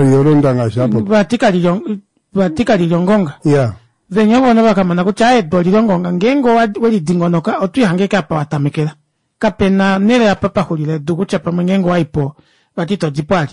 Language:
Kuanyama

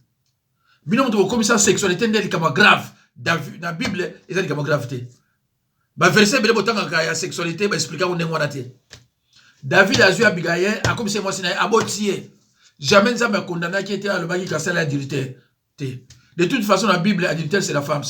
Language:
Lingala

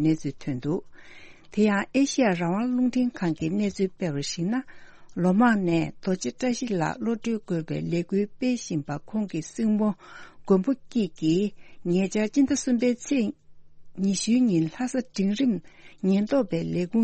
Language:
Tibetan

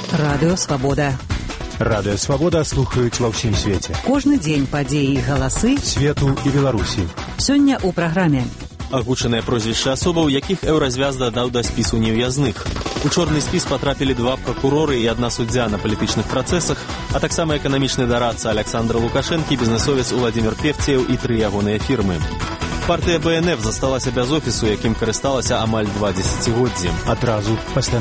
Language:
Belarusian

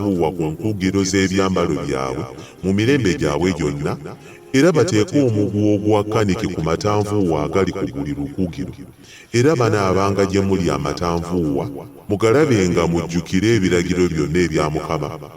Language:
Ganda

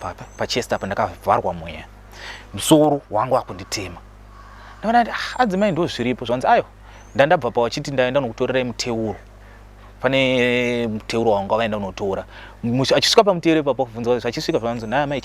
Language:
Shona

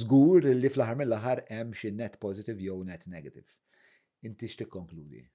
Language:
Maltese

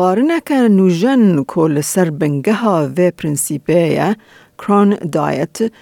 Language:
Kurdish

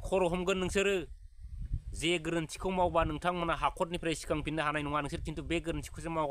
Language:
Bodo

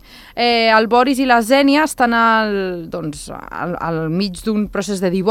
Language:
Catalan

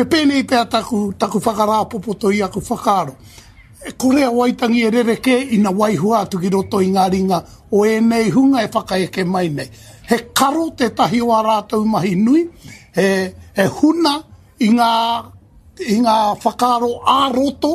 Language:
Māori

